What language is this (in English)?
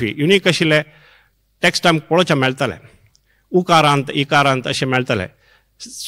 Konkani